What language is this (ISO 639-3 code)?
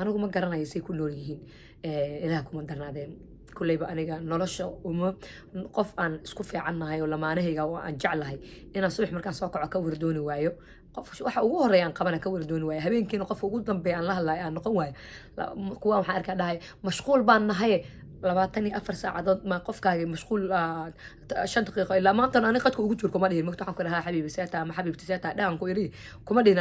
som